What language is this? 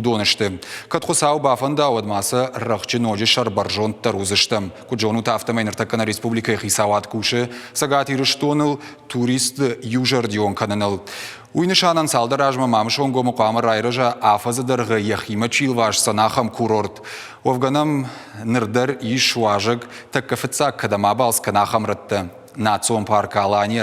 Ossetic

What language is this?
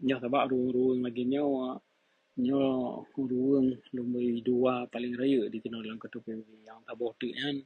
Achinese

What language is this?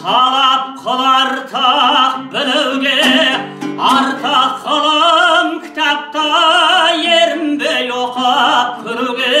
Kazakh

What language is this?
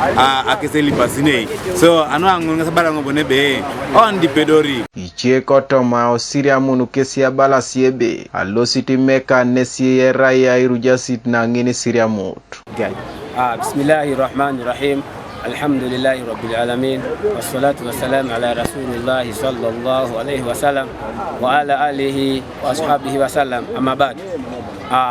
Teso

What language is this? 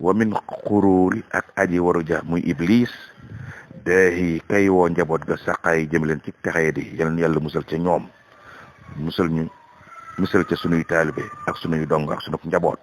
Wolof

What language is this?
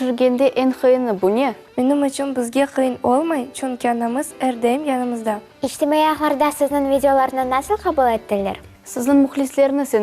Crimean Tatar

